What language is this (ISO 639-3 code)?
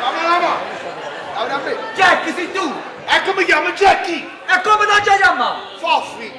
nap